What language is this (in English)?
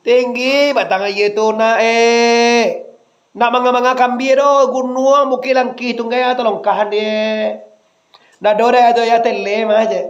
Minangkabau